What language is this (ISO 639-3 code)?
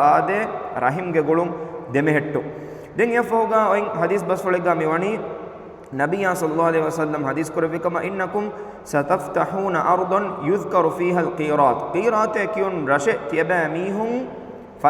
div